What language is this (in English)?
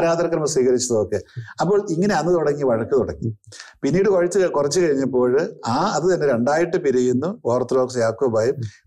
Malayalam